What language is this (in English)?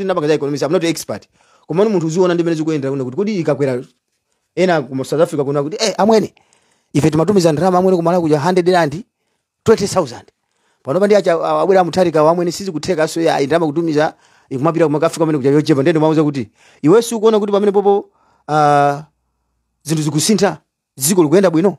Nyanja